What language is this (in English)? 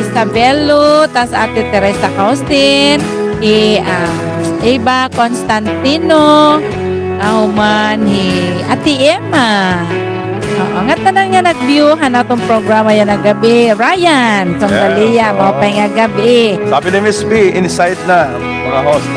Waray